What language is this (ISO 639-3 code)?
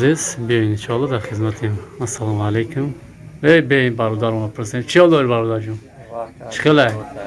tgk